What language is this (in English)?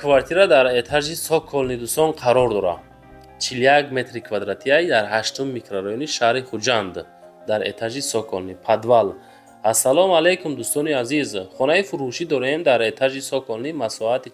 Tajik